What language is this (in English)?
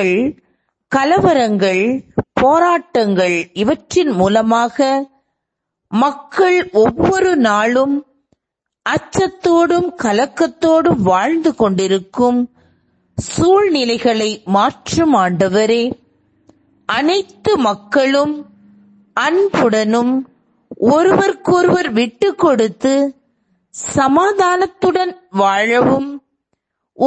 Tamil